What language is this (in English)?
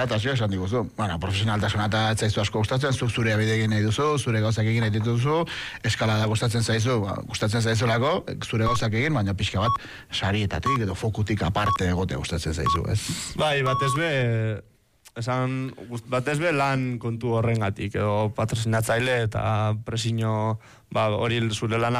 Basque